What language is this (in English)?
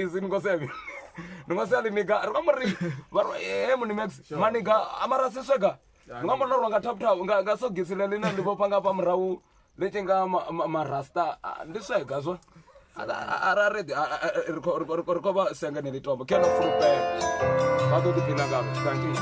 Venda